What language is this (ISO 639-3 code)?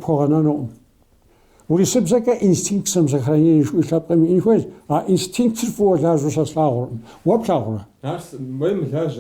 kbd